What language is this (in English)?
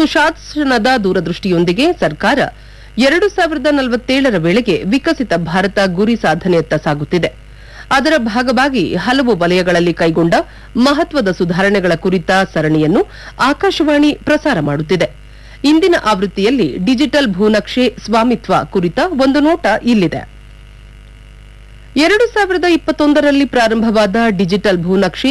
Kannada